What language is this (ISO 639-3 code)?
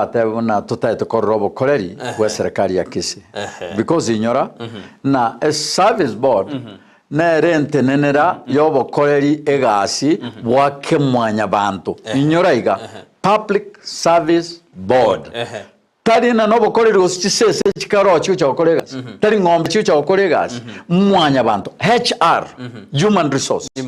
guz